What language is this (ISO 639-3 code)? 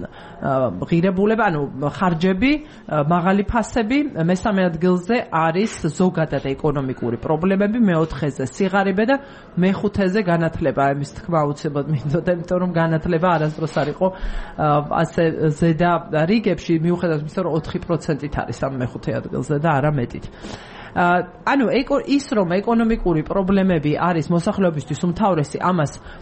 kat